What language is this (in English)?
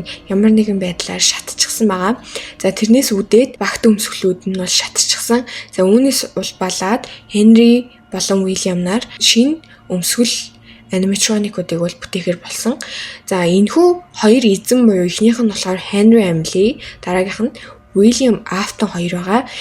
Mongolian